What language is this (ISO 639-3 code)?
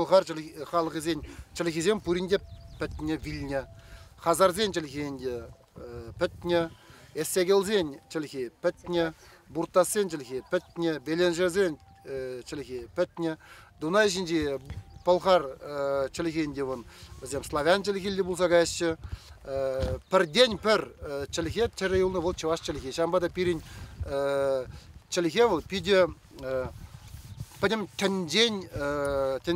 chv